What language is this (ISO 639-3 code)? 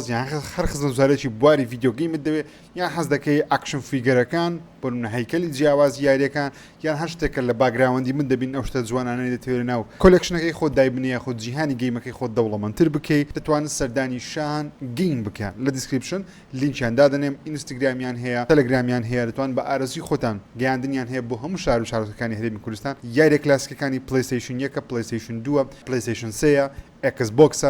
ckb